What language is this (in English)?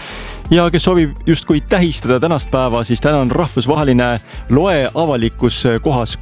Estonian